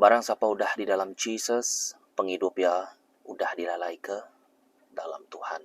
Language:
Iban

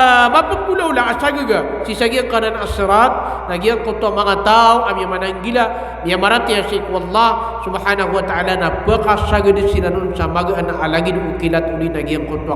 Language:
Maranao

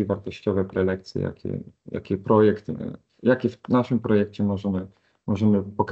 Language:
Polish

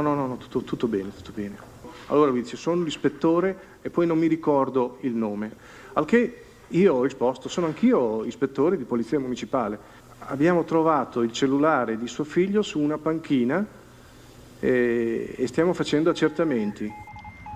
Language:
Italian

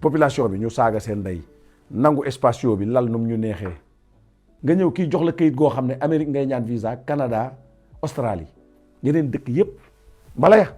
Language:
Wolof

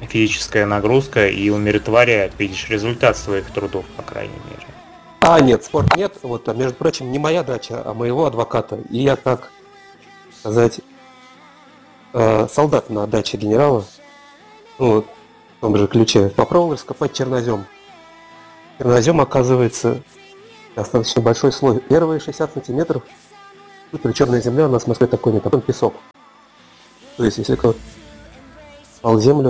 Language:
Russian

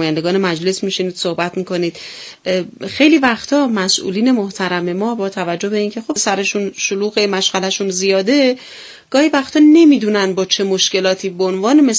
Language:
Persian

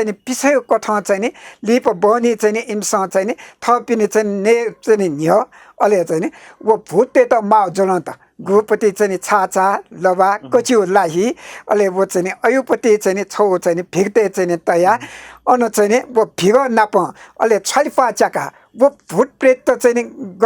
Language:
Newari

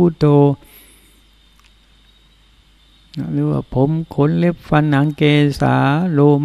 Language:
Thai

